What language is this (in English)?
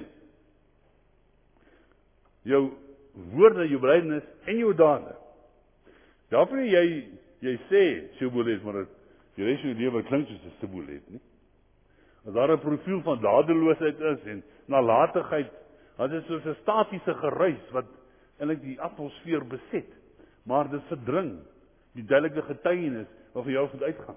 Afrikaans